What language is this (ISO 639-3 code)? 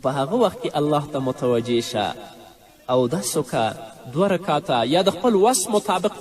pus